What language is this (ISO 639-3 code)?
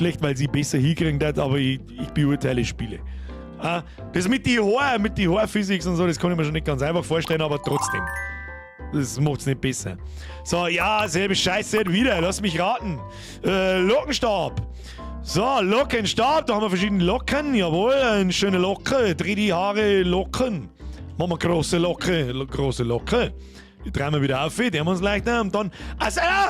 bar